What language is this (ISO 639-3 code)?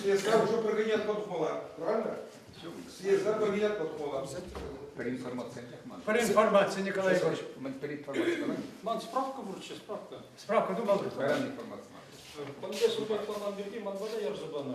chv